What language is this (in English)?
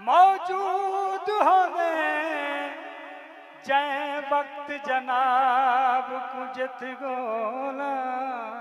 Saraiki